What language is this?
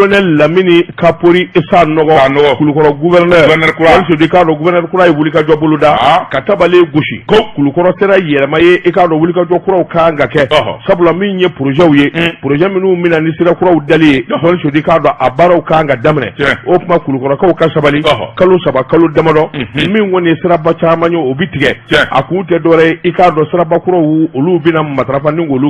Bambara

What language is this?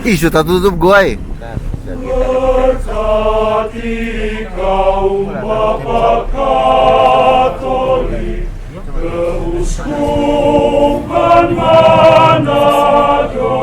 Manado Malay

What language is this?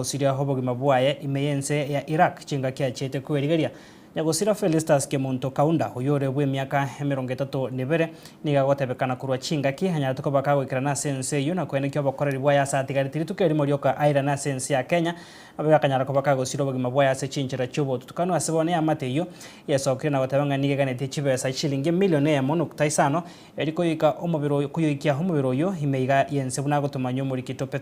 Gusii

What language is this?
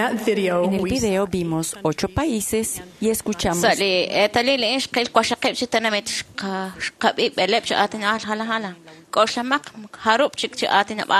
Kekchí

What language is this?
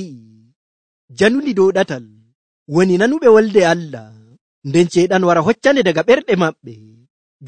Nigerian Fulfulde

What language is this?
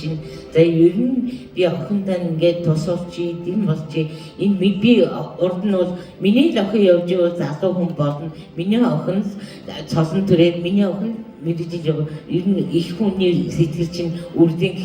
Mongolian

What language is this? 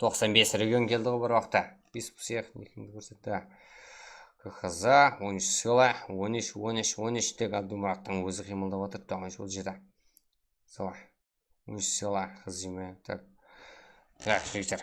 Kara-Kalpak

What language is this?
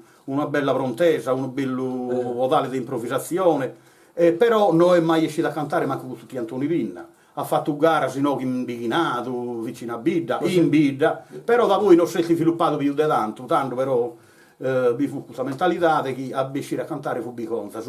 Sardinian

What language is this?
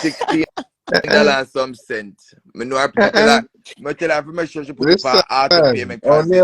Jamaican Creole English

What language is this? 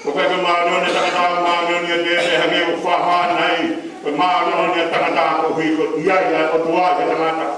Tongan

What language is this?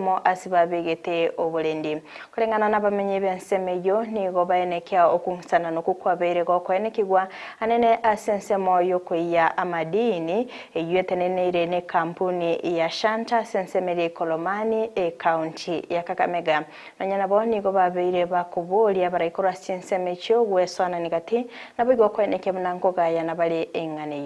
Gusii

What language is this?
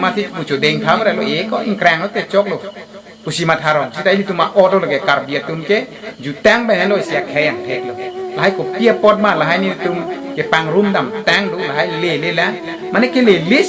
Karbi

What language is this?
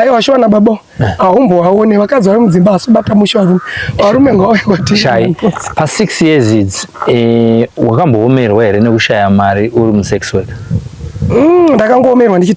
Shona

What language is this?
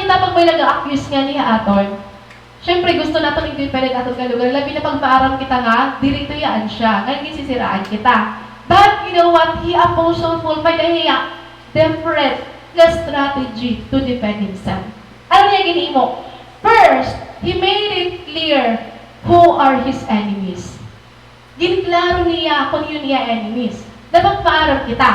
Waray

